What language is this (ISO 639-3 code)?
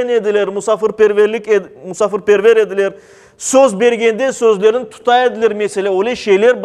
crh